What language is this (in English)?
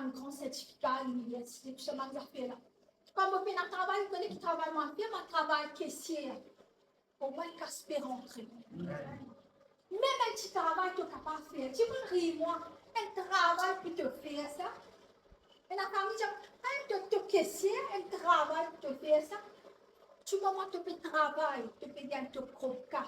Morisyen